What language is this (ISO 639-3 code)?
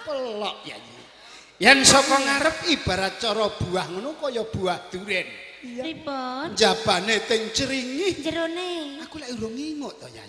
jav